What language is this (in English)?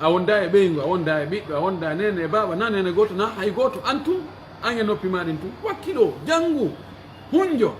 Pular